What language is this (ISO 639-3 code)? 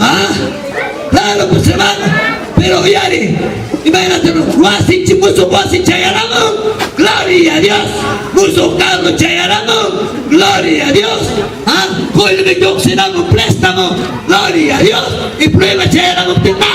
quy